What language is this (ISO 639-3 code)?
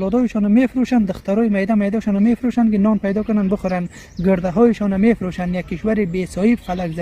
fas